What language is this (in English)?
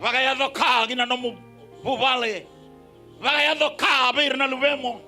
Fijian